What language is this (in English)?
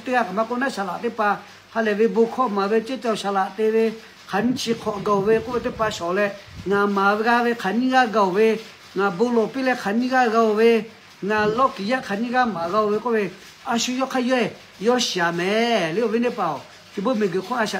Lahu